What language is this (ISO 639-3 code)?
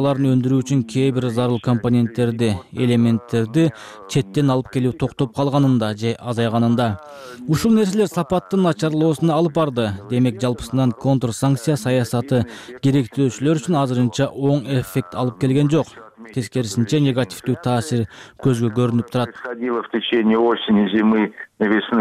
kir